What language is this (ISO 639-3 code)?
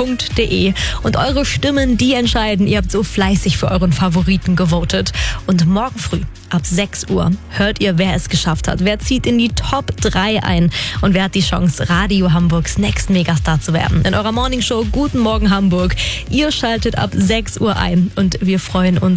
deu